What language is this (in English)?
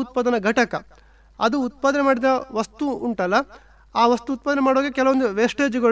Kannada